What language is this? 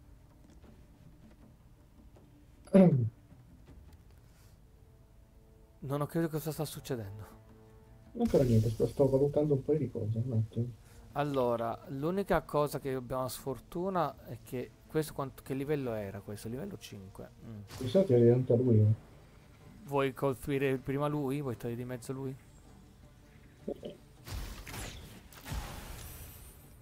Italian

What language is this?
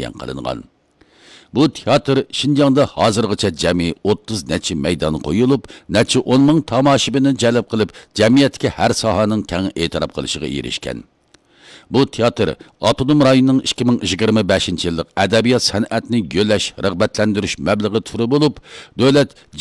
Uyghur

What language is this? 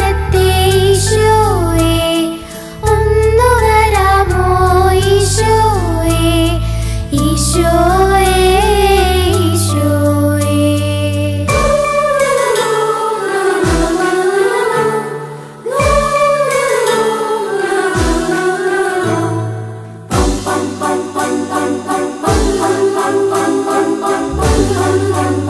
Malayalam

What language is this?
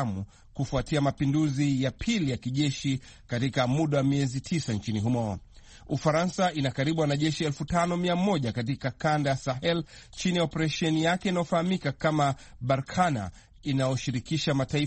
Swahili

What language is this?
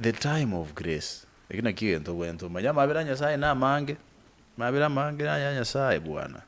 Gusii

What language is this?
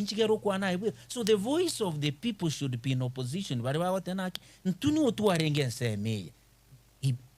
Gusii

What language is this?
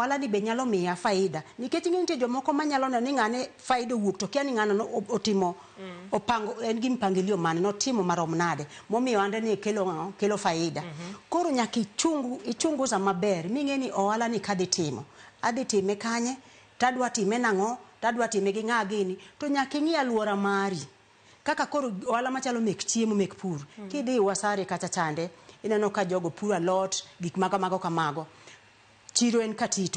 Luo (Kenya and Tanzania)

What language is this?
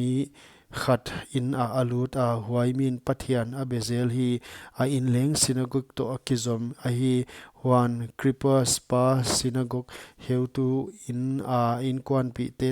Paite Chin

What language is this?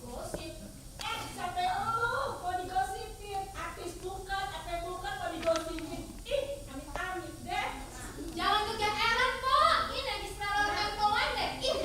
Betawi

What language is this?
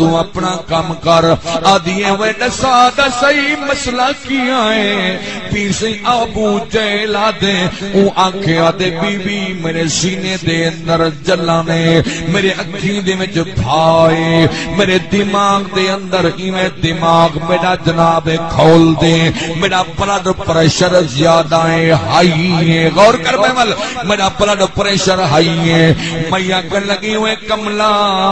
Saraiki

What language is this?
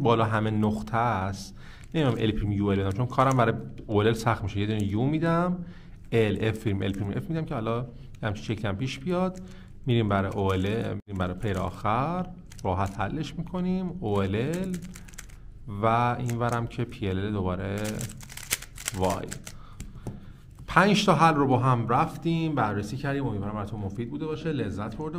Persian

